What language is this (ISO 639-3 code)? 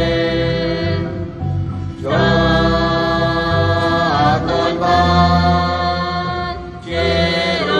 kek